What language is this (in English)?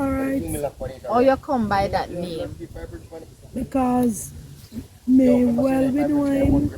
Jamaican Creole English